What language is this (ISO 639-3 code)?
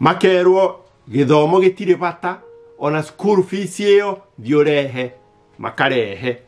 kik